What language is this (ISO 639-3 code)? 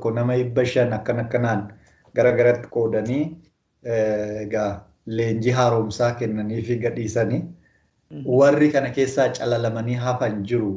orm